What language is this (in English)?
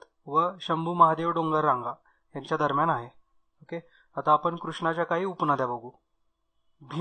Marathi